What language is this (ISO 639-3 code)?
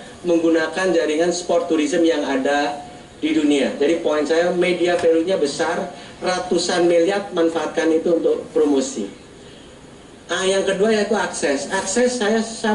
ind